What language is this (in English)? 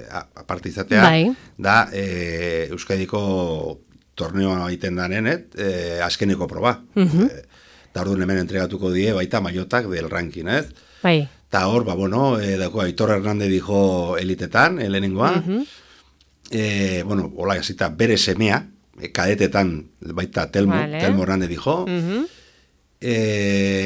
Basque